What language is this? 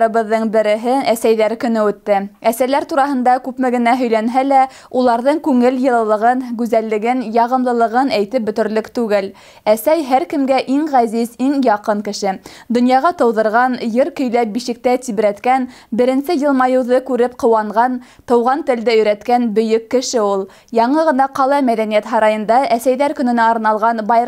Bashkir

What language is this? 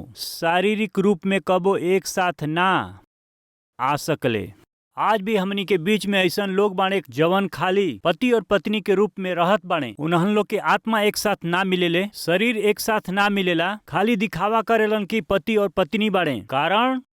Bhojpuri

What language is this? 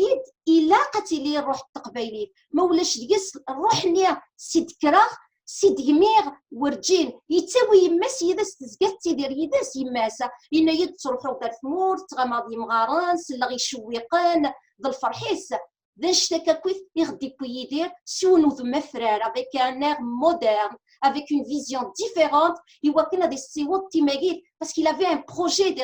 Kabyle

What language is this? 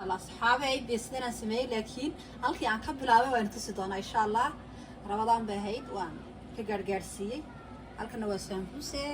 Somali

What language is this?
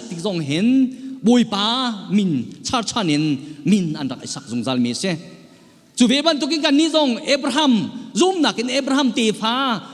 Hakha Chin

